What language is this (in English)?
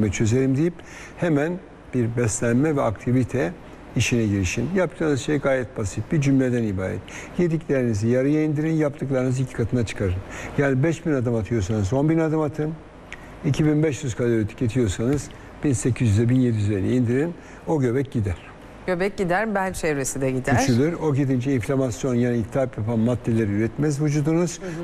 Turkish